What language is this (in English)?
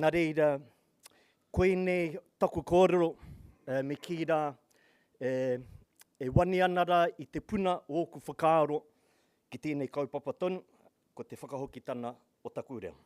Māori